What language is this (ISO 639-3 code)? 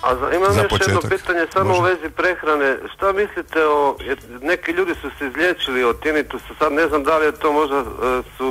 hrv